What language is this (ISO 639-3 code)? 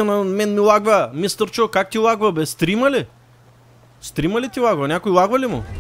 bul